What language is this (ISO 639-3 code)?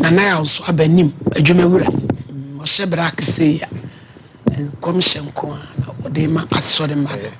aka